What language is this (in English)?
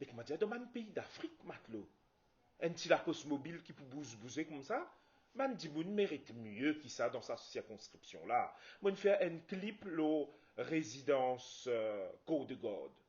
Morisyen